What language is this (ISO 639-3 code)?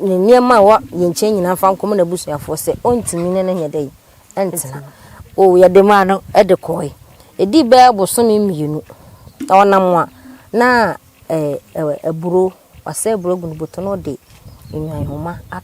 aka